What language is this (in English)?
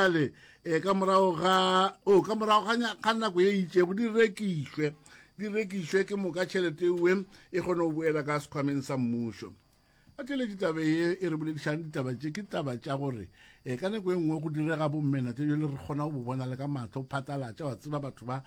Northern Sotho